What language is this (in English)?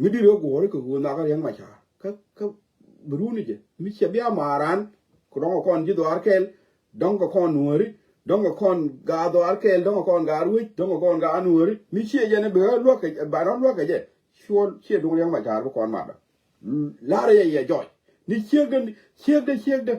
Nuer